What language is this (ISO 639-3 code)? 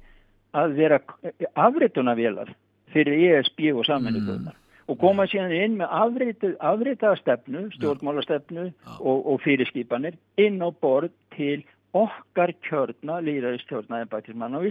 isl